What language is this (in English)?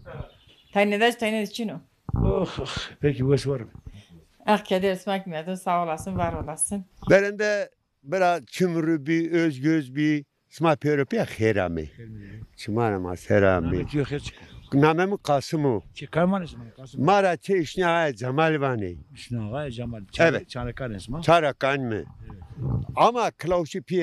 Zaza